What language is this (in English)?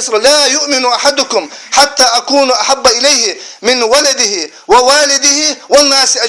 Ingush